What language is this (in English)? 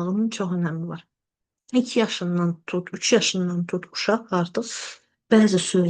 Azerbaijani